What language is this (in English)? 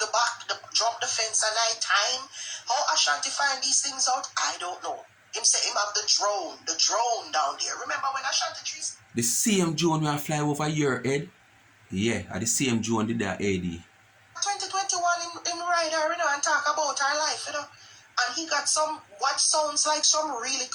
Jamaican Creole English